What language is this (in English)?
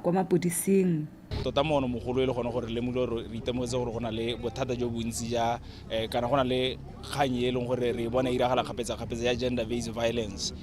Tswana